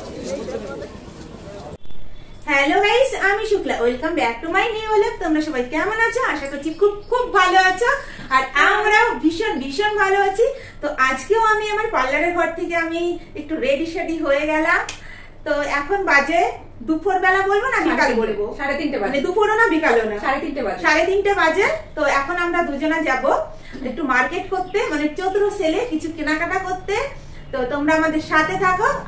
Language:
Bangla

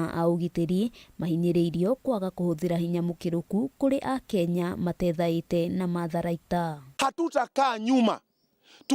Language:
Kikuyu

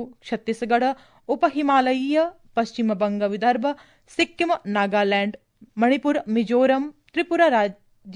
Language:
Sanskrit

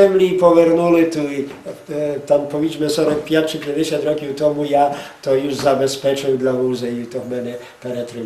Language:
Rusyn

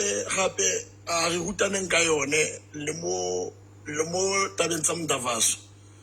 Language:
Southern Sotho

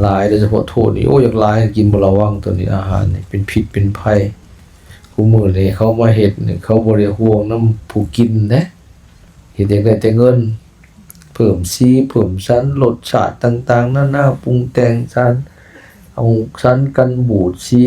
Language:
Lao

